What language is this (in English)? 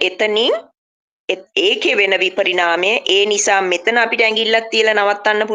Sinhala